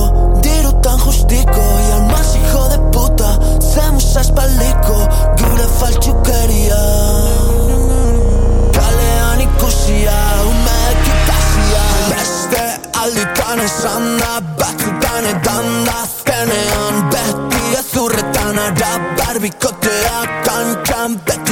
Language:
Basque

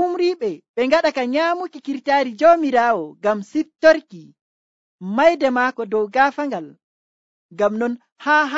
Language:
Nigerian Fulfulde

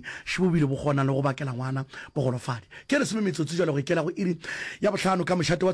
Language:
Northern Sotho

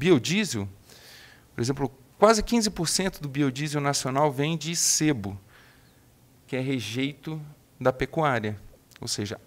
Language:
Portuguese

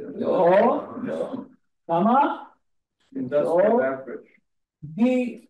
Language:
Hebrew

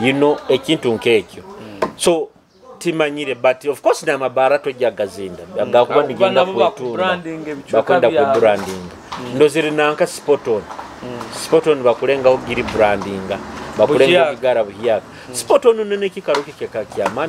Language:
Nyoro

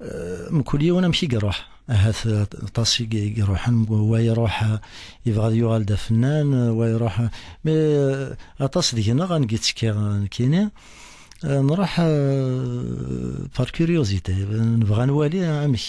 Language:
Kabyle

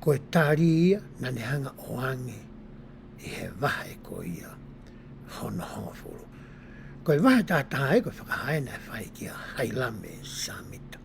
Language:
Tongan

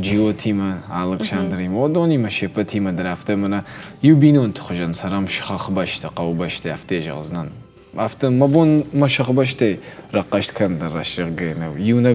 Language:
Ossetic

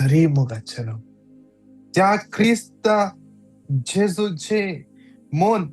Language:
Konkani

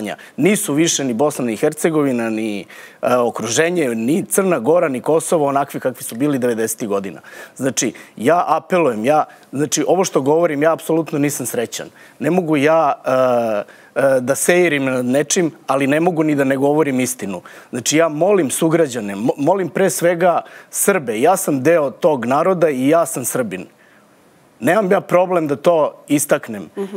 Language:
Serbian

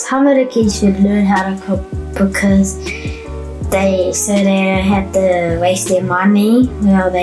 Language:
Māori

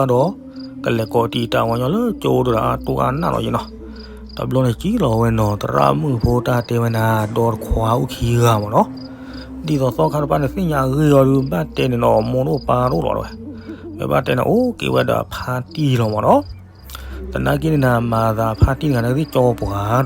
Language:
S'gaw Karen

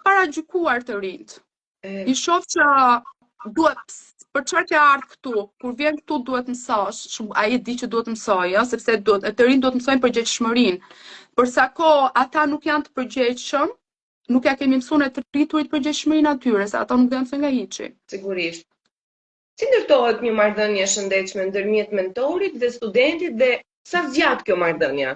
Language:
Albanian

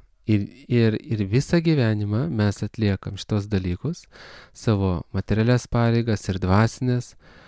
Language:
Lithuanian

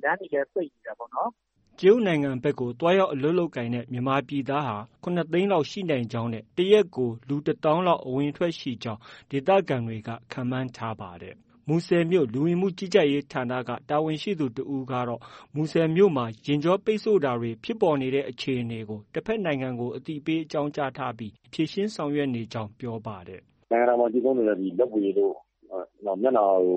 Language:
Burmese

